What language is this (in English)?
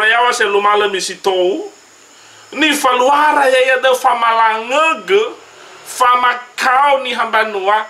Nias